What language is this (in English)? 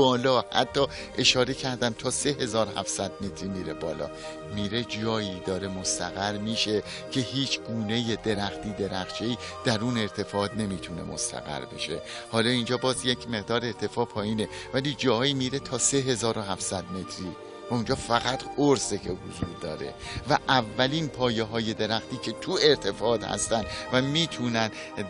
Persian